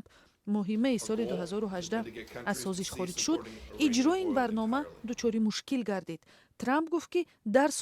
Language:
Tajik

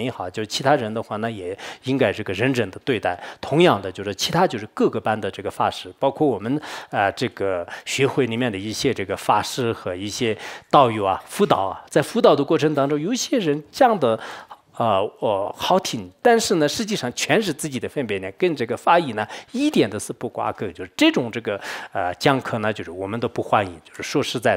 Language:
Chinese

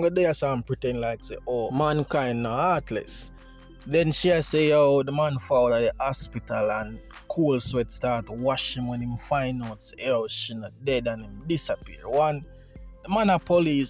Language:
Jamaican Creole English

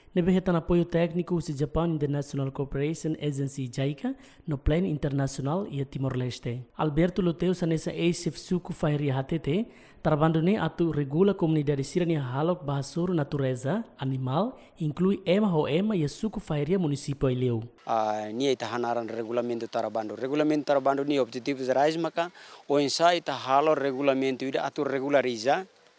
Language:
Tetum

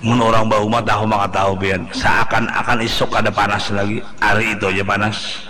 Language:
Banjar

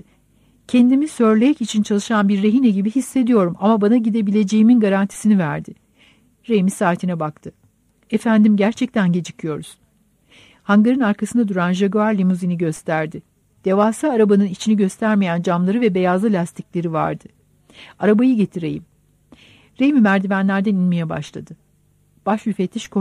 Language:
Turkish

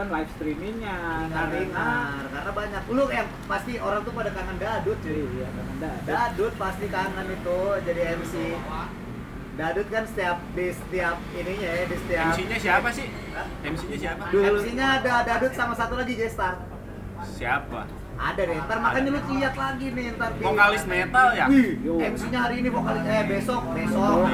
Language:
Indonesian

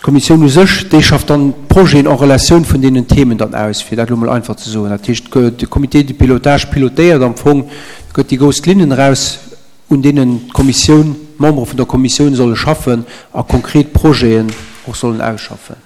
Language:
Luxembourgish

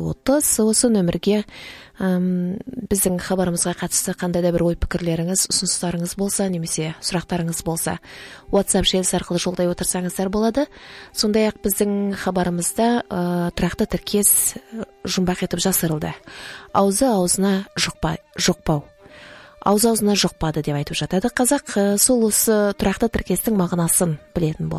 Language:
Kazakh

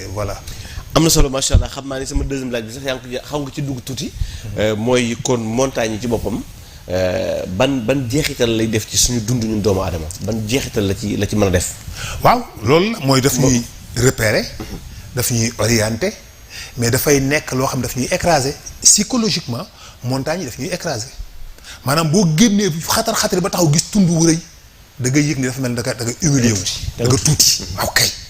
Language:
Wolof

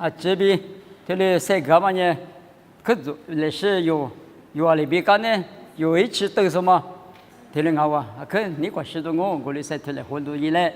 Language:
Lisu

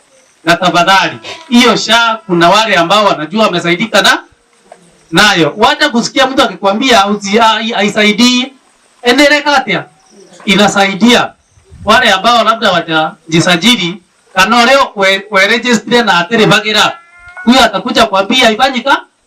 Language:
Meru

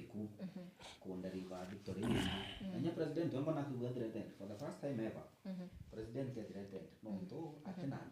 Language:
Meru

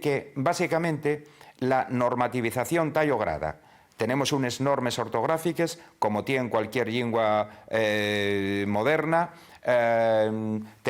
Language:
Asturian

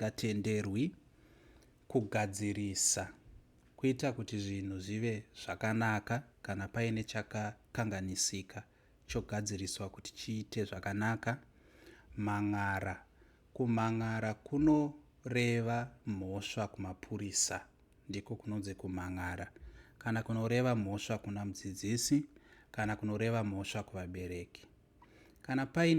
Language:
Shona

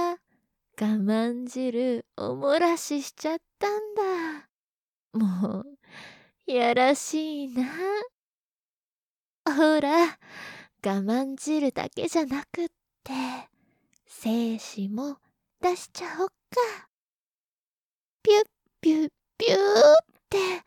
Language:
Japanese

